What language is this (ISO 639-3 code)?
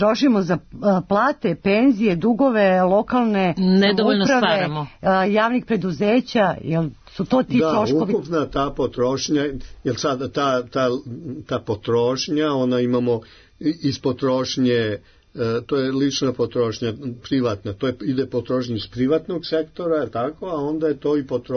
srp